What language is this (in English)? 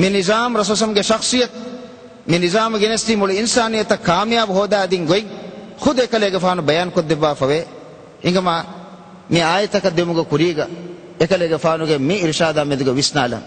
Divehi